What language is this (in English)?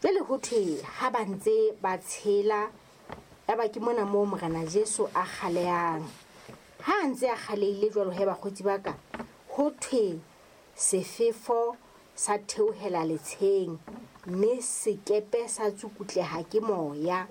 Southern Sotho